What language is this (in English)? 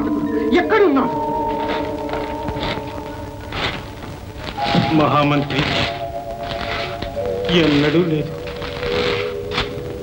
Telugu